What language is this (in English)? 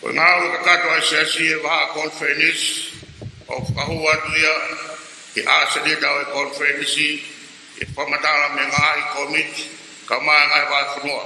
Tongan